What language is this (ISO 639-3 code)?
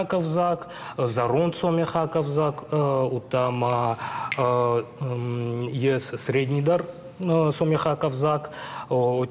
oss